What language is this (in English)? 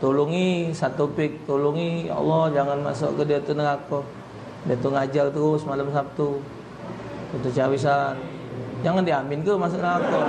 Musi